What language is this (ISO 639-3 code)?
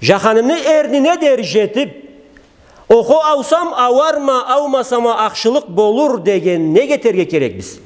krc